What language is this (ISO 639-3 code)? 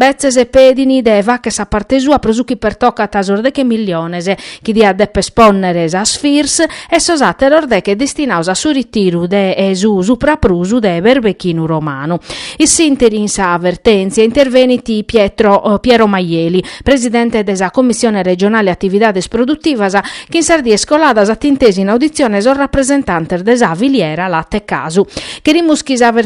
srd